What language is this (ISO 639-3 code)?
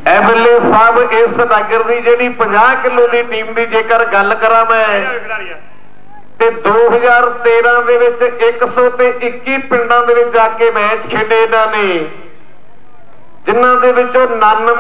pan